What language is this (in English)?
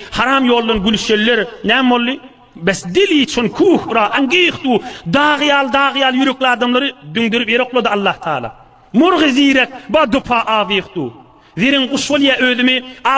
Turkmen